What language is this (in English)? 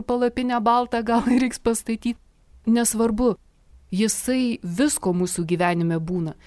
Lithuanian